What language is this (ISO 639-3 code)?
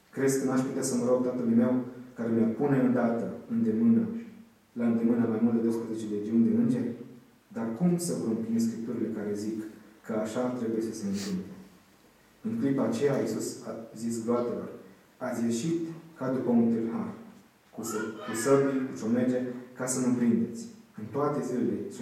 ron